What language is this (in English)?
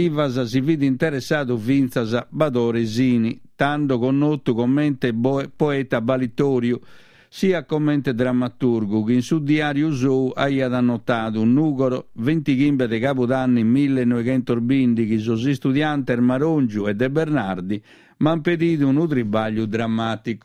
Sardinian